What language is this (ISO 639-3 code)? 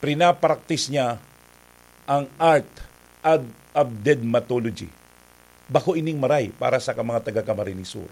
bik